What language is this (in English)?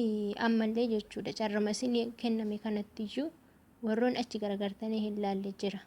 Oromo